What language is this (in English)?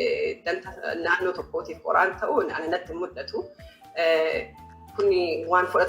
Oromo